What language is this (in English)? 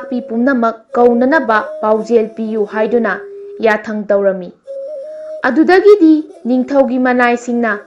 Manipuri